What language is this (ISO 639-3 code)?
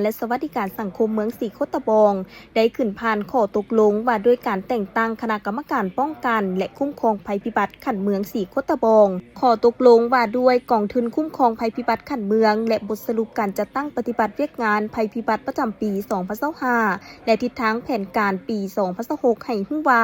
lao